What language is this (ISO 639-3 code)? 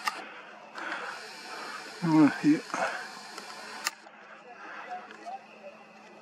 rus